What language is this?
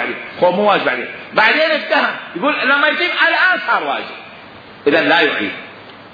Mesopotamian Arabic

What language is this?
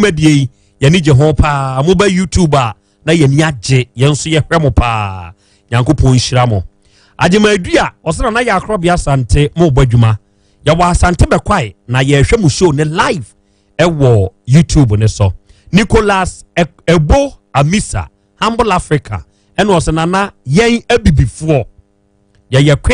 Akan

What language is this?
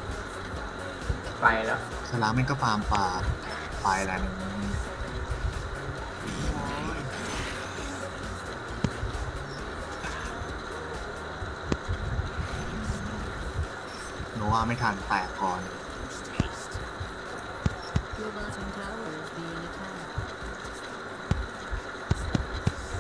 Thai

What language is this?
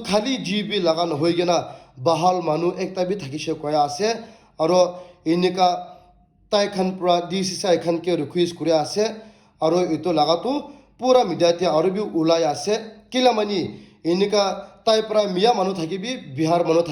Naga Pidgin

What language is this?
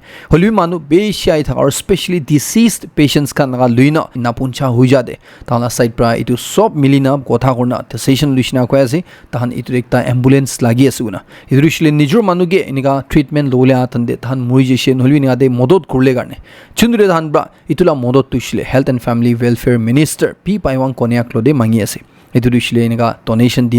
Naga Pidgin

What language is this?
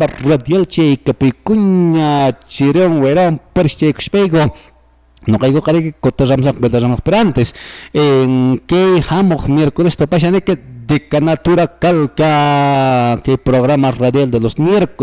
Quechua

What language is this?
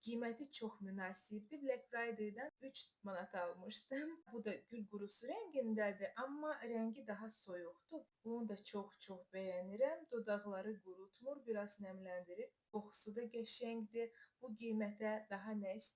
Azerbaijani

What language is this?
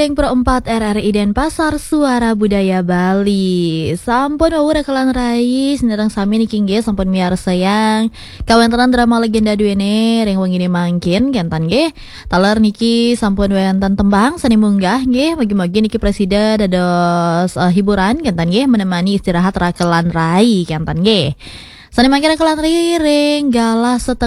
Balinese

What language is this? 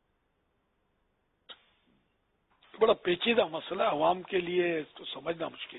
Urdu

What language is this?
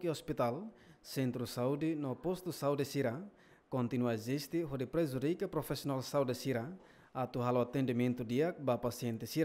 Tetum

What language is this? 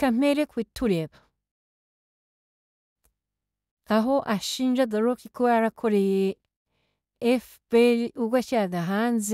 Kinyarwanda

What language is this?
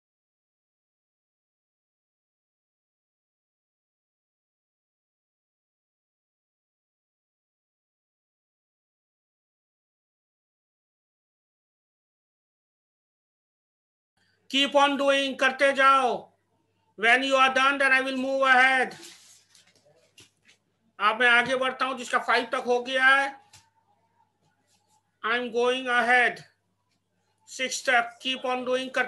English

